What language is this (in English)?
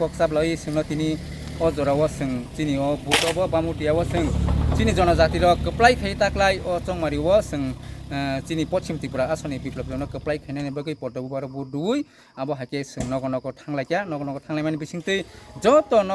Kok Borok